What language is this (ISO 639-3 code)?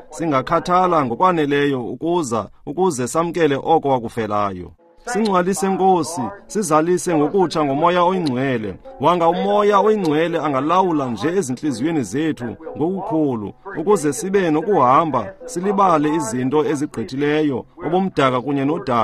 xho